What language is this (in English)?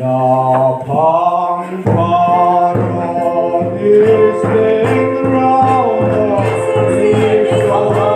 Riang (India)